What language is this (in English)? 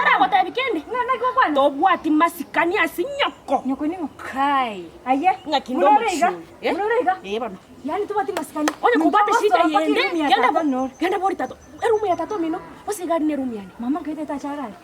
Gusii